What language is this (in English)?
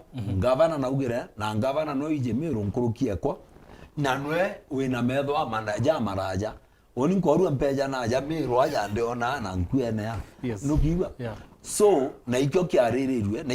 Meru